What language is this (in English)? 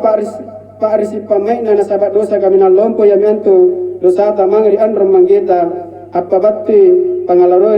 Makasar